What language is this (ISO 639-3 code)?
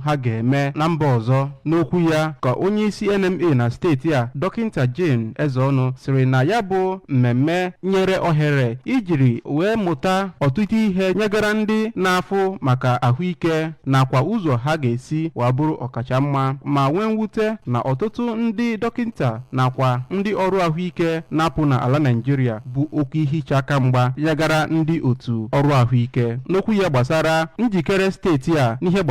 ibo